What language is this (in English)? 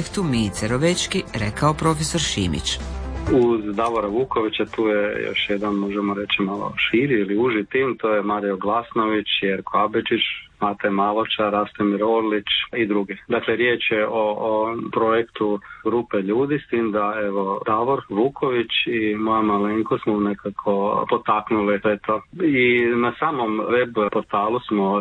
Croatian